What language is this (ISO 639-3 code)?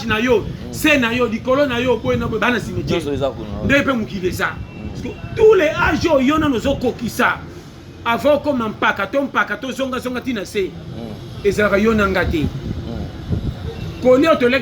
lin